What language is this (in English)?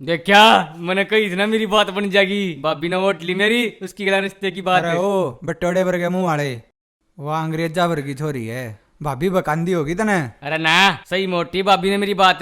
Haryanvi